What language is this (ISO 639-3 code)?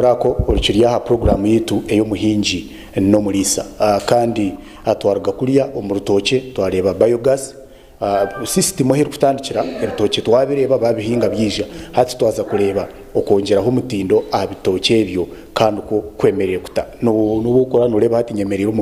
nyn